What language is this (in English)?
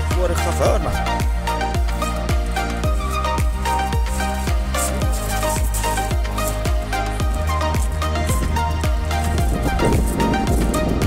Swedish